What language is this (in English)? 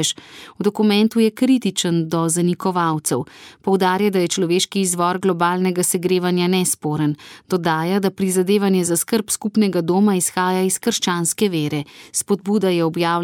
Slovenian